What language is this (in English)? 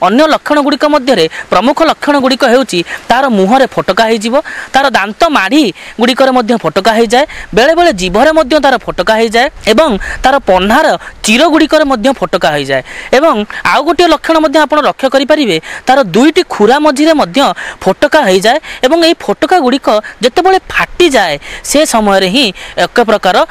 Odia